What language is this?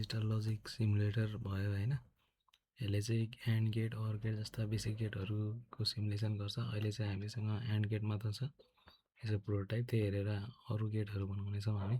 Nepali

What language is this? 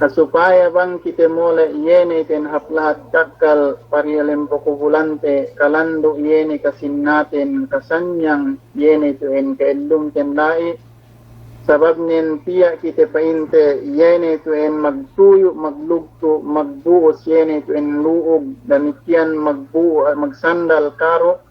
Yakan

